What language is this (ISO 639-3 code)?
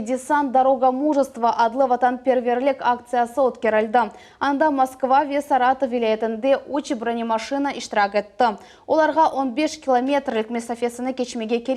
crh